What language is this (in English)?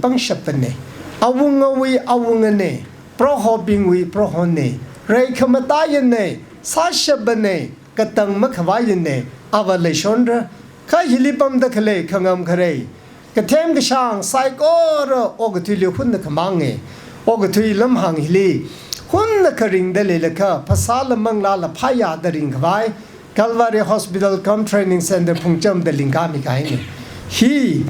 Tangkhul Naga (India)